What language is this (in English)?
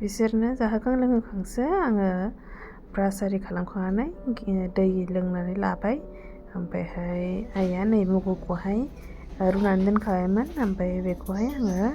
Bodo